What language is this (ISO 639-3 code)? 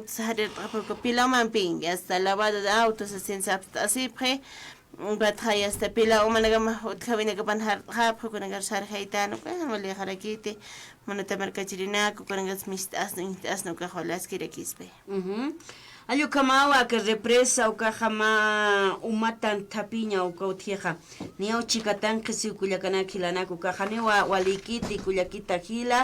aym